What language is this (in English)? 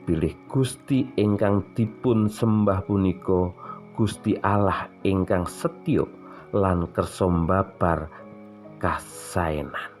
Javanese